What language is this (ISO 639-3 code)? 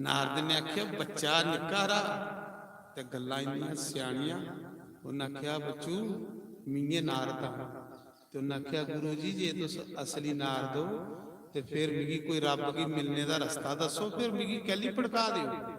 doi